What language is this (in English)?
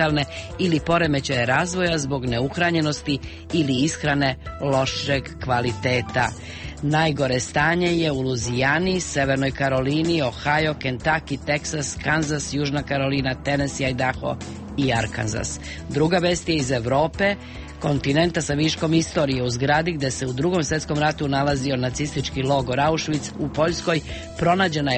Serbian